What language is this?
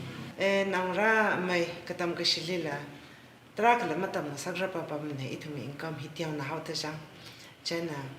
Tangkhul Naga (India)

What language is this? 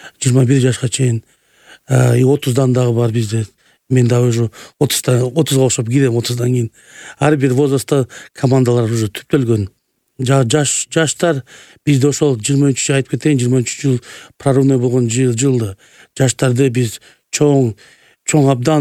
Kyrgyz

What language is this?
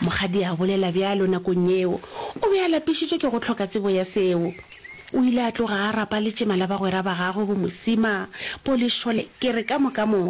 Northern Sotho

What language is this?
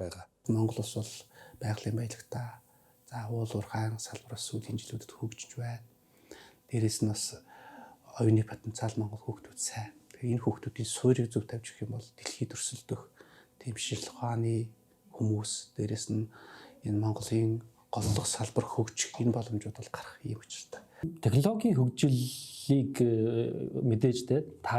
Mongolian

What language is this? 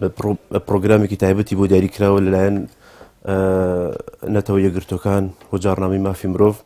Central Kurdish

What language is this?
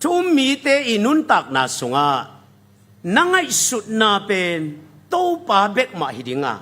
Tedim Chin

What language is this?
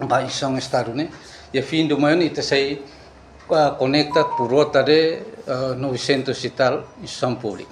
Tetum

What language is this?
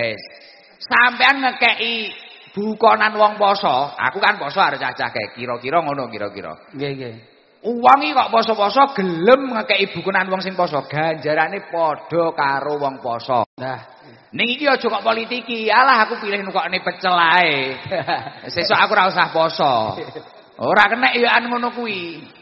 Javanese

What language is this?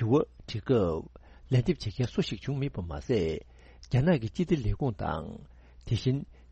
Tibetan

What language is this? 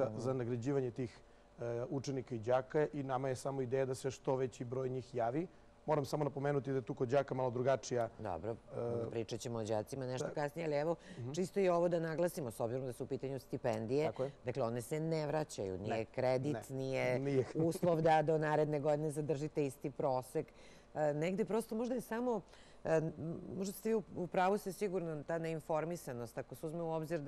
Serbian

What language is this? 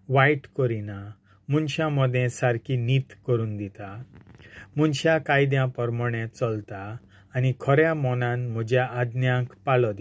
Konkani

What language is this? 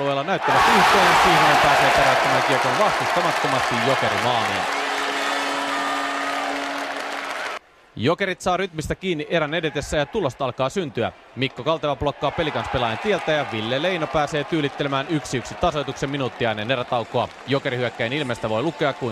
Finnish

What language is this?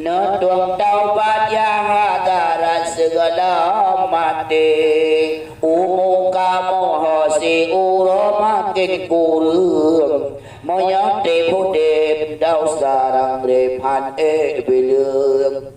Achinese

